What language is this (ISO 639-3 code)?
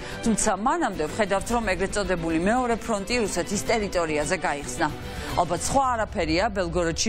kat